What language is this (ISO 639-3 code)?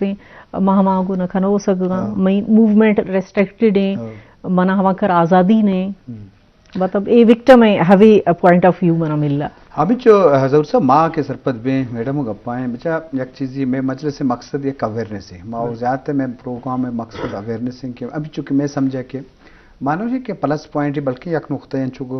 bgp